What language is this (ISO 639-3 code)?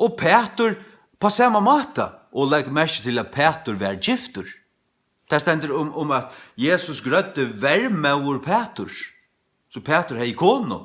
fao